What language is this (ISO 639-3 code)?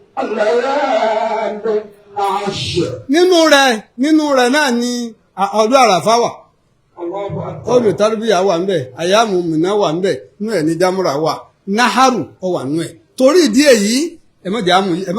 yor